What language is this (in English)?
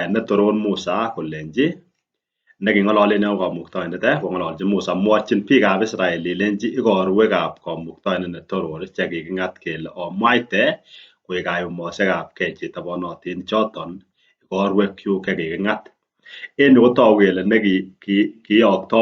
Kalenjin